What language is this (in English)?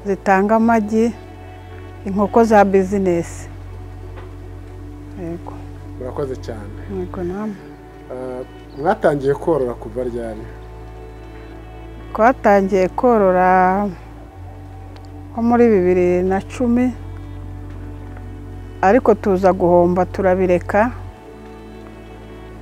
Kinyarwanda